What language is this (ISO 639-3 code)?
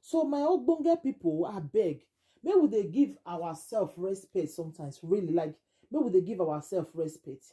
pcm